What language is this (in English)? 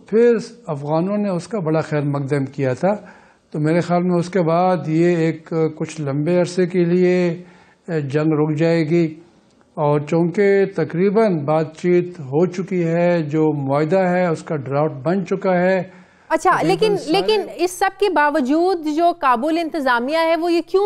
Urdu